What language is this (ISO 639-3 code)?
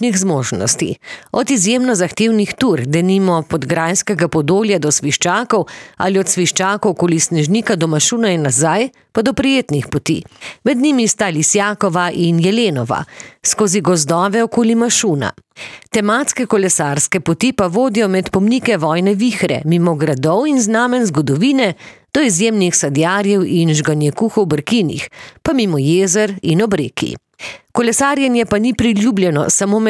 slv